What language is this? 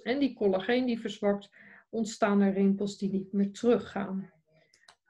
Dutch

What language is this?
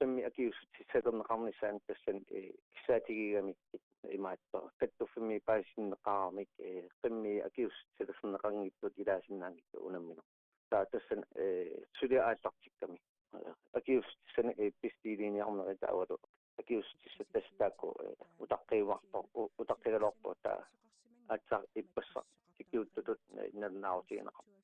Kalaallisut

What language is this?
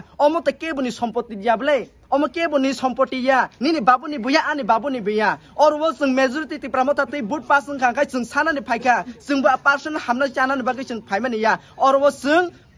Kok Borok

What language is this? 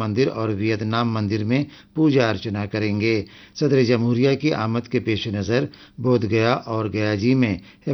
Urdu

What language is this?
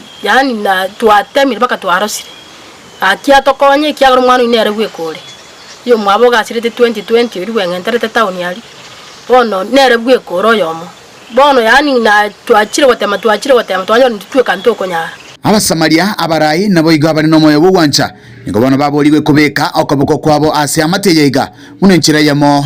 Gusii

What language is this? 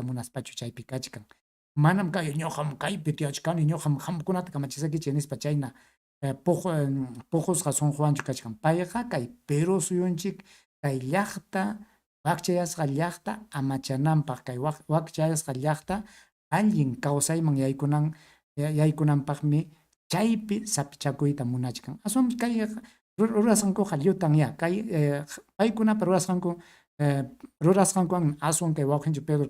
Ayacucho Quechua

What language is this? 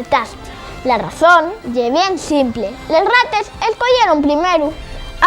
Asturian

